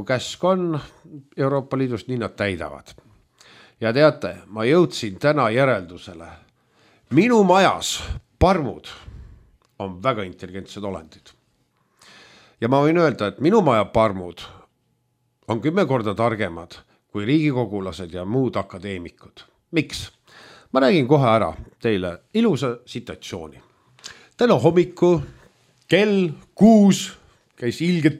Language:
Estonian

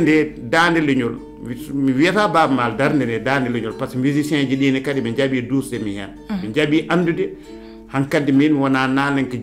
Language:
Fula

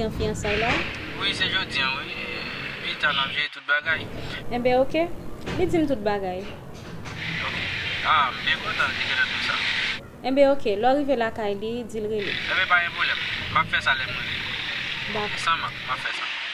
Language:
Haitian Creole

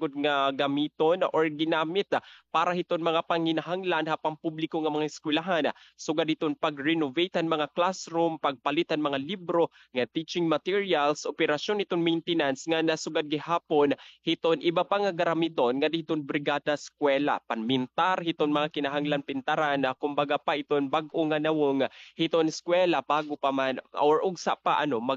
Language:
Waray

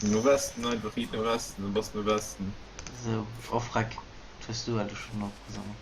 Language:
Luxembourgish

